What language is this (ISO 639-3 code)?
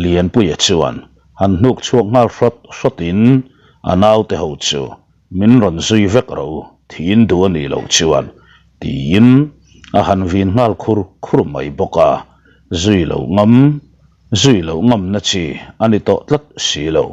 lus